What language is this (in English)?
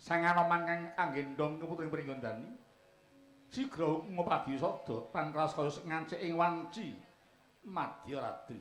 Javanese